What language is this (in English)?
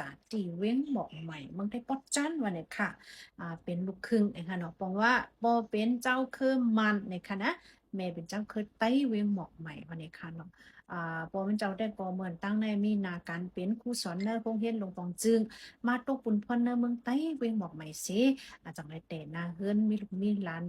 Shan